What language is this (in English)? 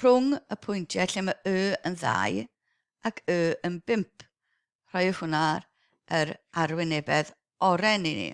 Welsh